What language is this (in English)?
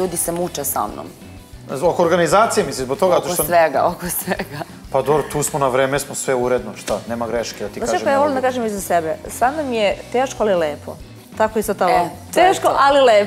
Serbian